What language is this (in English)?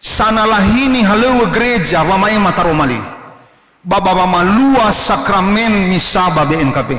Nias